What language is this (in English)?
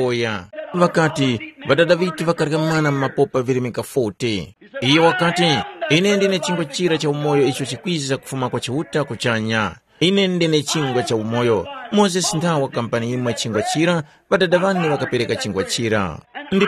Tumbuka